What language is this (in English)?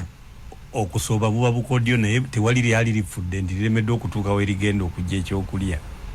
Ganda